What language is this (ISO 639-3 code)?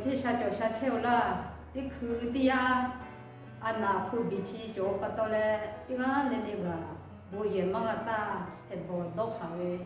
ahk